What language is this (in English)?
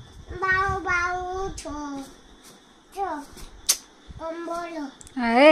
Hindi